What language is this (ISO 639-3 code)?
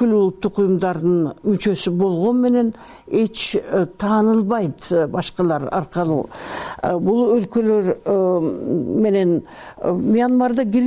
kir